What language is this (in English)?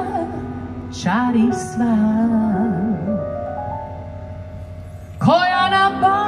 Serbian